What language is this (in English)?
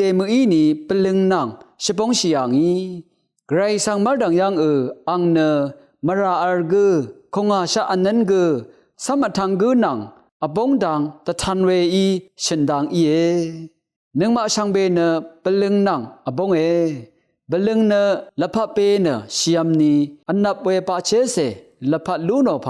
Rawang